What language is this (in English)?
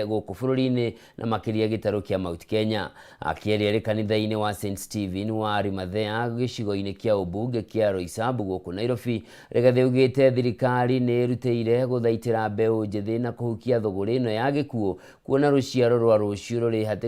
Kikuyu